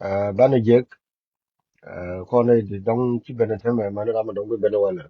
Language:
Nuer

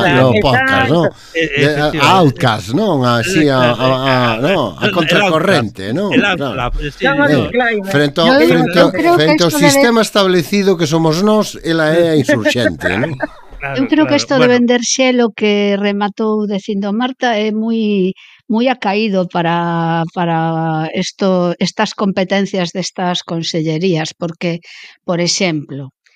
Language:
Galician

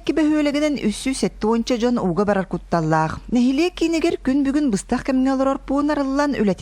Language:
Yakut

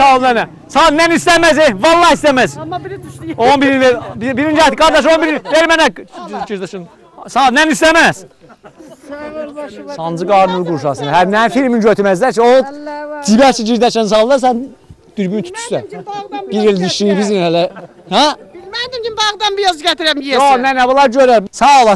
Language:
South Azerbaijani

